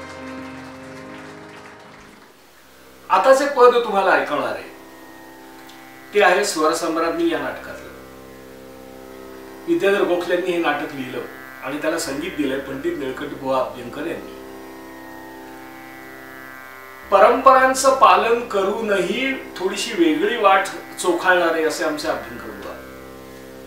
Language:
Marathi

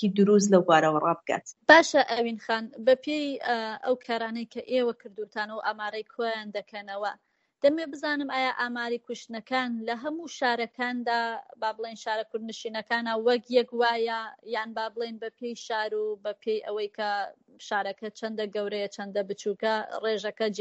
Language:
Central Kurdish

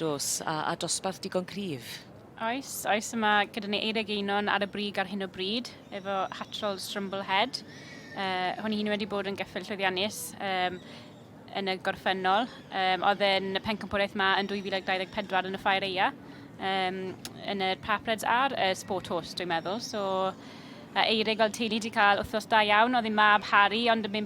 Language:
Welsh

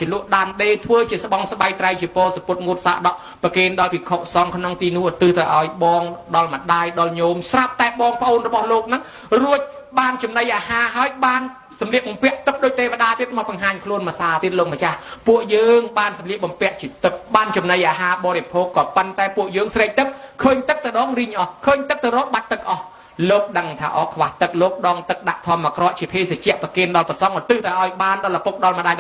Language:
Khmer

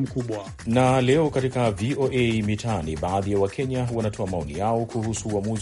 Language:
Swahili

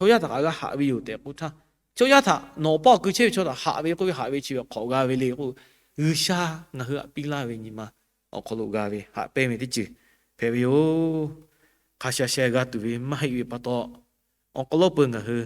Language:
Lahu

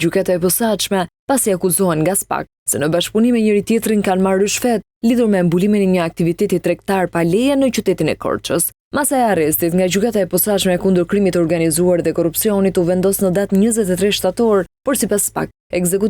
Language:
Albanian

